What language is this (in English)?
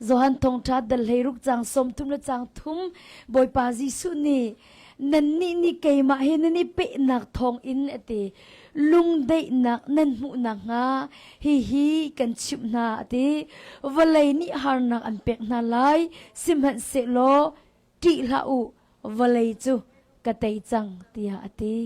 Hakha Chin